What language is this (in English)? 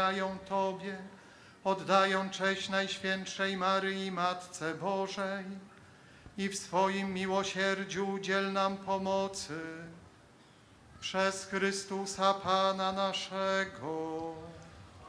Polish